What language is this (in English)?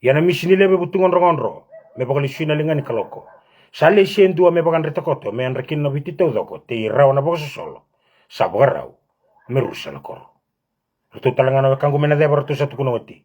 Fijian